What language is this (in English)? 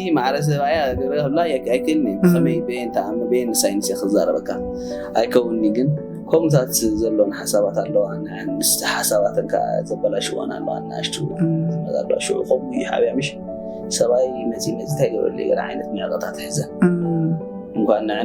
Tigrinya